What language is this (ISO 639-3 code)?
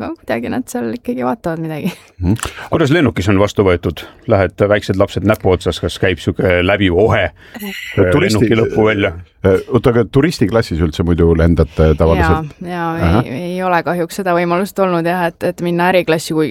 est